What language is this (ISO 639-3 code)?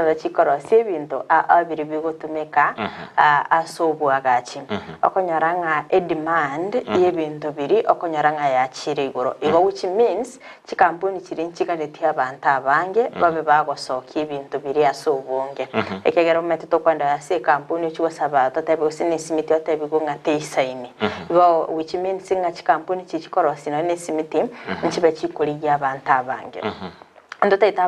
guz